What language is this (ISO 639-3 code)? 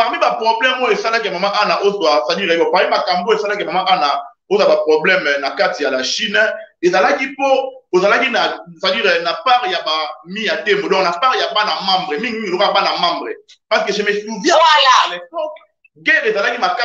lin